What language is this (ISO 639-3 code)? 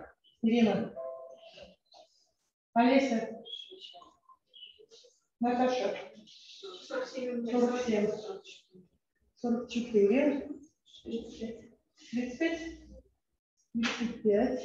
rus